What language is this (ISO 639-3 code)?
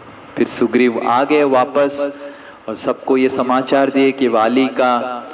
hin